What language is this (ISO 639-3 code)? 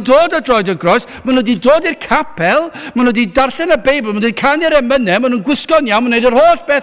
cym